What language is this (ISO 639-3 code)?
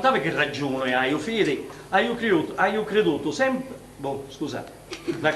scn